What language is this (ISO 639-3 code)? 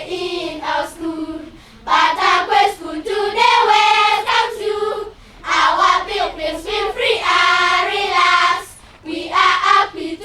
ach